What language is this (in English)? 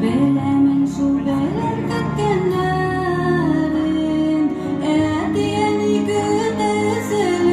Tatar